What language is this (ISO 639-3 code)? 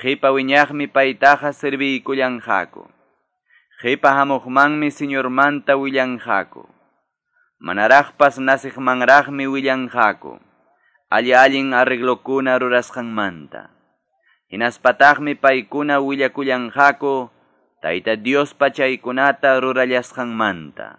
que